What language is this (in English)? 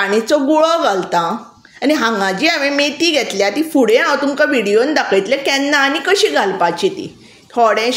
Konkani